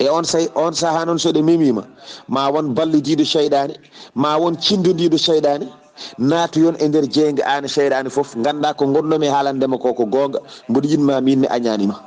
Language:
Fula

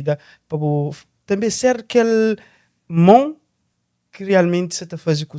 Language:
Kabuverdianu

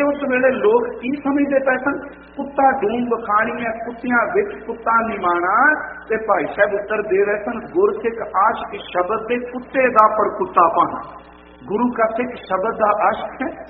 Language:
Punjabi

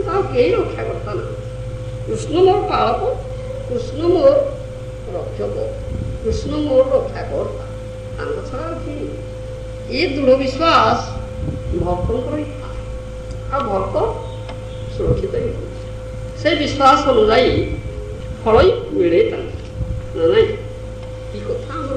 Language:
Odia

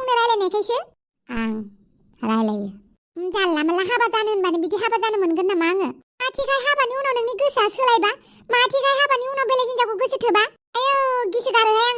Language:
Bodo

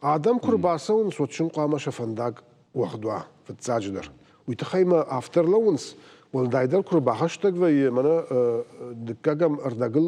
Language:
Ossetic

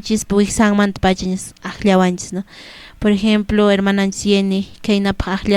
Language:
Quechua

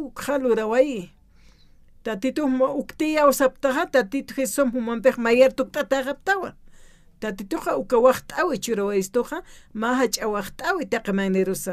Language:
Aymara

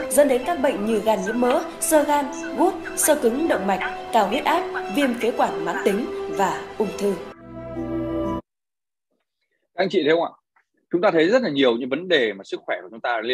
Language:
Vietnamese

